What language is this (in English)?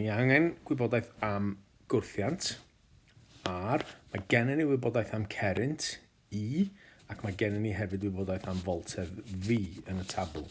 Welsh